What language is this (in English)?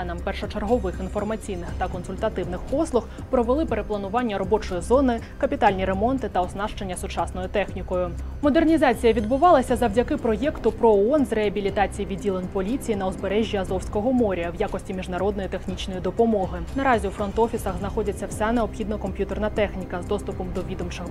Ukrainian